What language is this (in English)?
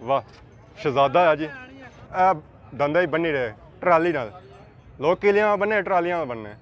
Pahari-Potwari